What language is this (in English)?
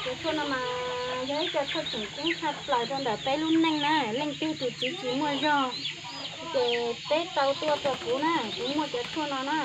Hmong